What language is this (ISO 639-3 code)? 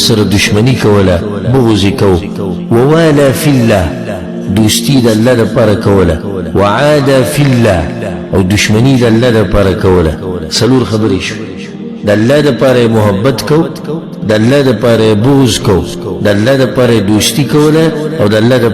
pus